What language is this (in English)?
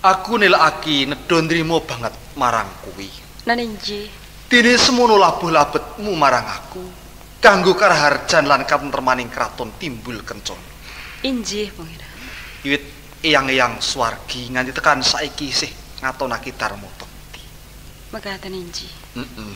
Javanese